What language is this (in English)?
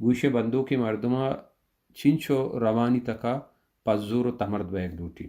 Baluchi